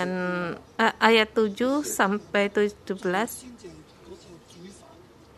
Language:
Indonesian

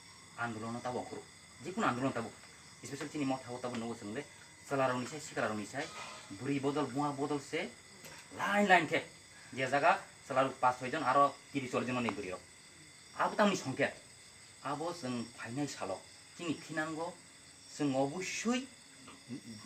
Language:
Kok Borok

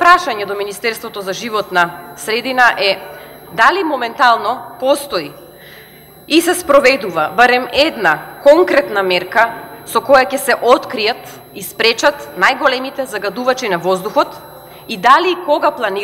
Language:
Macedonian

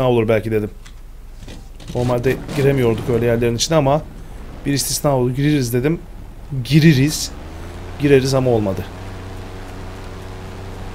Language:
Turkish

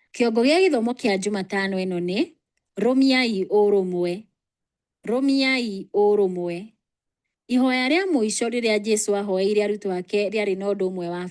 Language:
Kikuyu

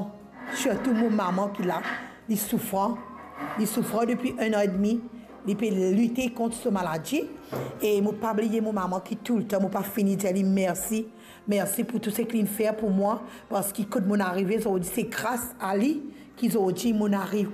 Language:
Morisyen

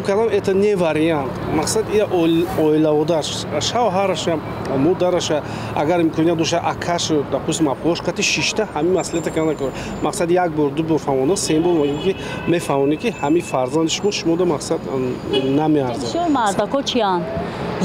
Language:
Tajik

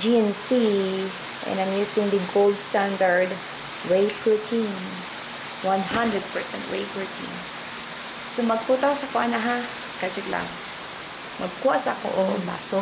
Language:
Cebuano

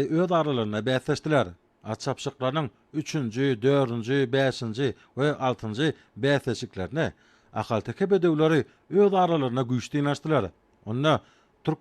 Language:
Turkmen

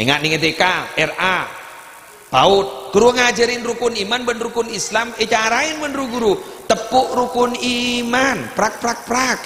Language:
Madurese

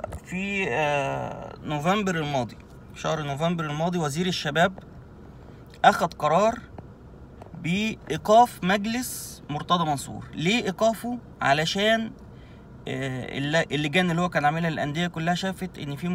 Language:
Egyptian Arabic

